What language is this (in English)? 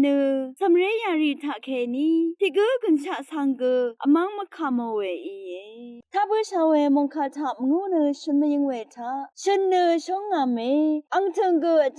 Rawang